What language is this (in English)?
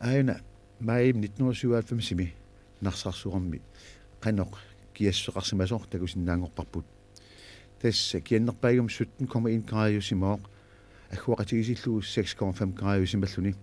Kalaallisut